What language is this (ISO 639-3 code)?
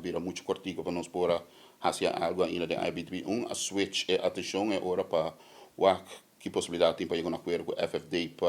pap